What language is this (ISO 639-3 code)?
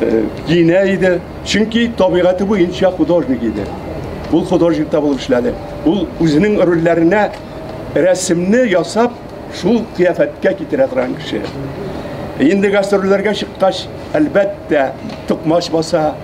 tat